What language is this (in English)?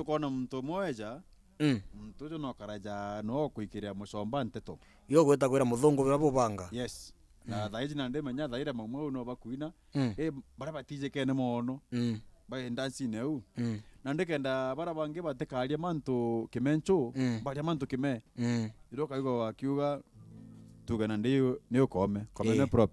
Meru